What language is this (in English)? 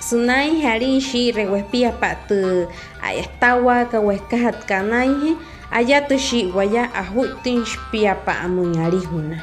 Wayuu